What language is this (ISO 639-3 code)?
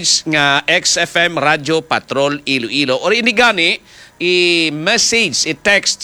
hil